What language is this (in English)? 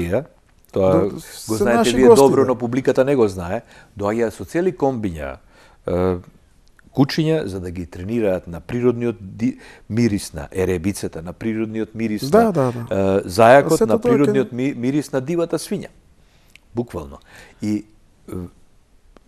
Macedonian